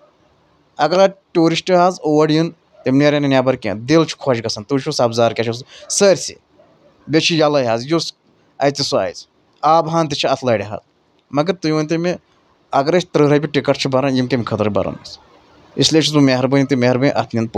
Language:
Kashmiri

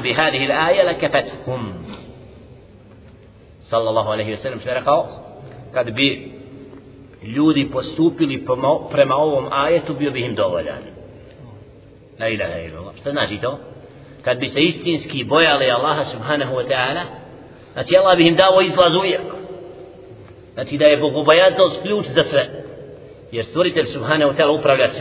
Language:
Bosnian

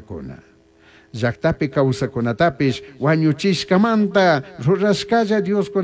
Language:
Chimborazo Highland Quichua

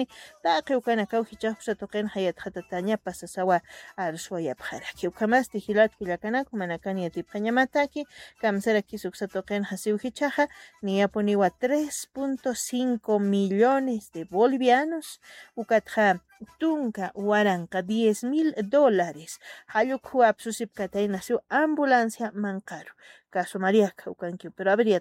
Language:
Aymara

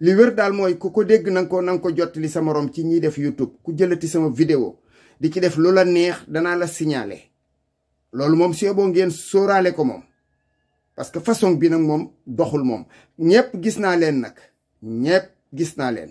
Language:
Wolof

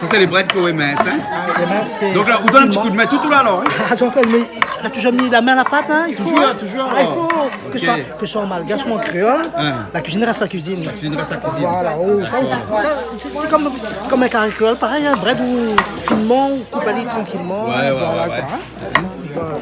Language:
Réunion Creole French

